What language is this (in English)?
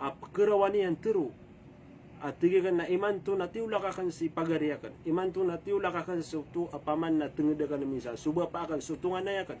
Maranao